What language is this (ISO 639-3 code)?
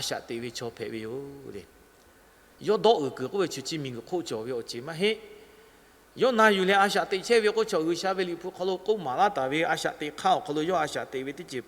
lhu